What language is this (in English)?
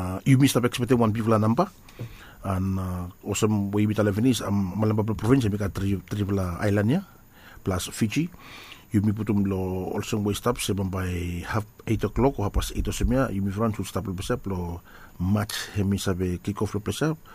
Bislama